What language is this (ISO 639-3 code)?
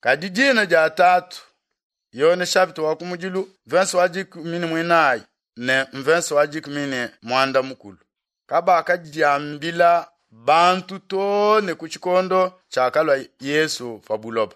lua